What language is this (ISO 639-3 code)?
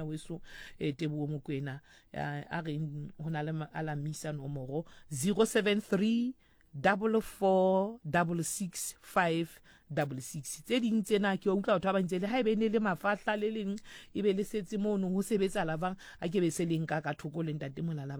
sot